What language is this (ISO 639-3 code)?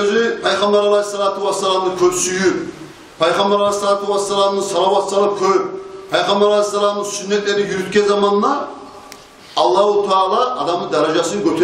kum